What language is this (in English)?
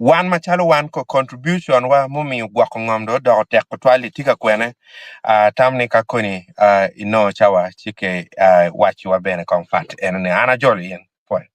Acoli